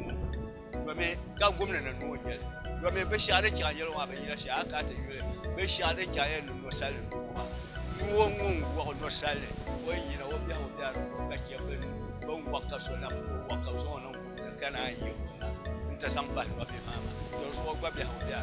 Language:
Dagbani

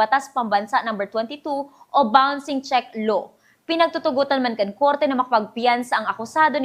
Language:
Bikol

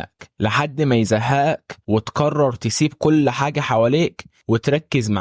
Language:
Egyptian Arabic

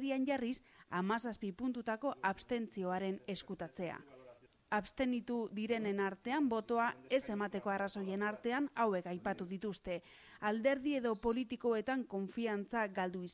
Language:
Basque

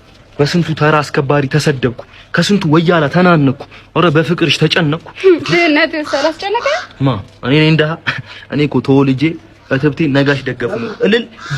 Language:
Amharic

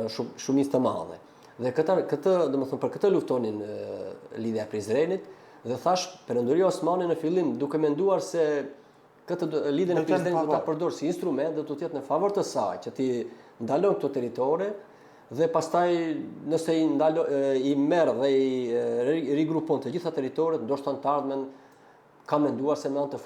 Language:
Albanian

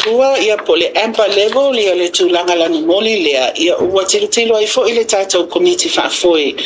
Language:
Samoan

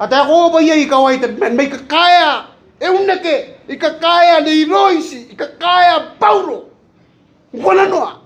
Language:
Gilbertese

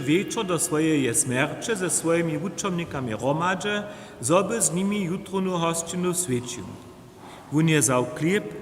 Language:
Upper Sorbian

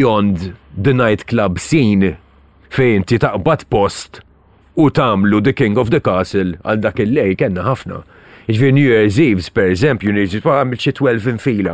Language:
Maltese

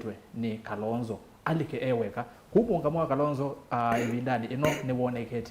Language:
Kamba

